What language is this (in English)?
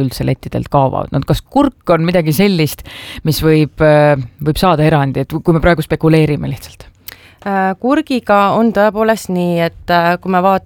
Estonian